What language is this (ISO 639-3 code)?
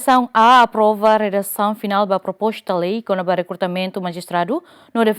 tet